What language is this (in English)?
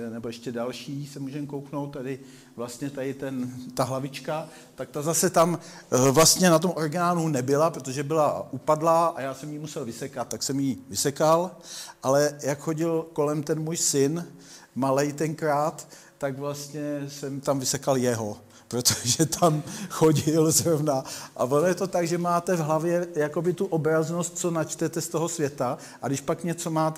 Czech